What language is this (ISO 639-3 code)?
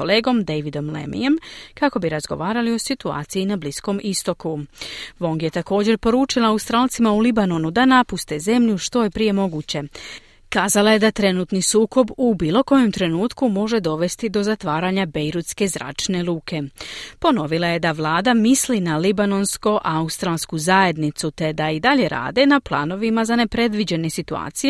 hrv